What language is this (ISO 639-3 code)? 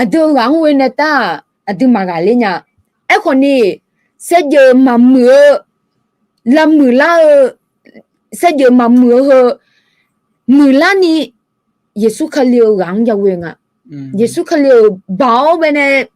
ahk